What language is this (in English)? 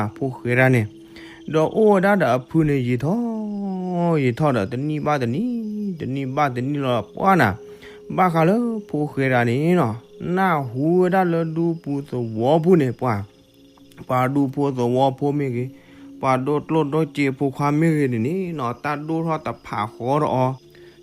S'gaw Karen